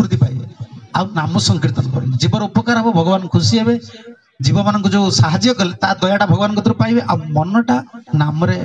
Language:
Odia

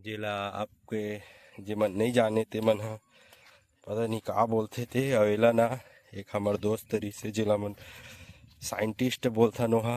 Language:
Chhattisgarhi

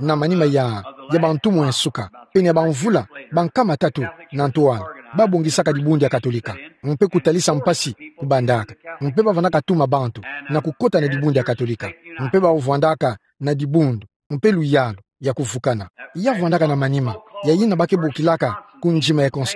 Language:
Kituba (Democratic Republic of Congo)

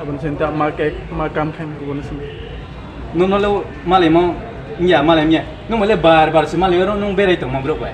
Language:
Riang (India)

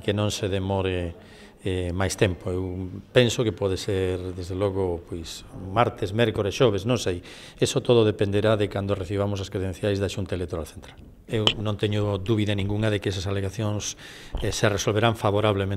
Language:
Galician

